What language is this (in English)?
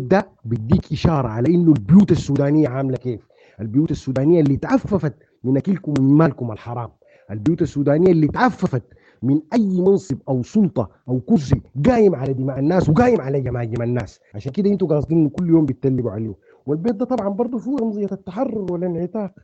Sudanese Arabic